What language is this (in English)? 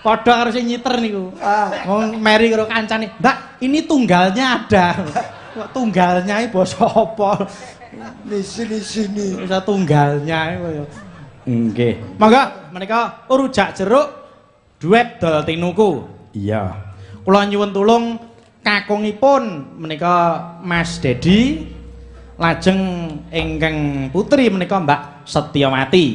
Javanese